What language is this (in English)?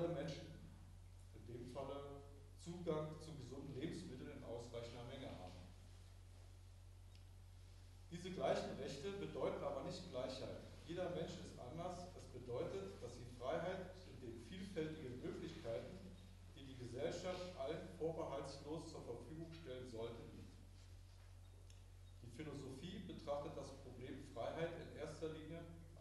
German